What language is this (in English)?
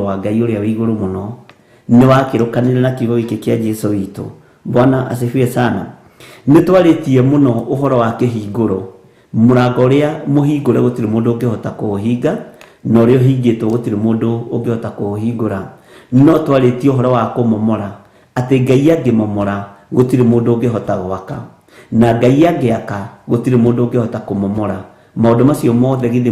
Kikuyu